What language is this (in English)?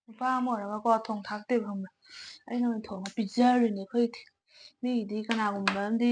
Manipuri